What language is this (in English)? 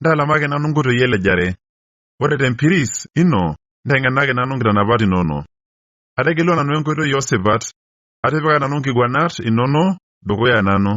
Masai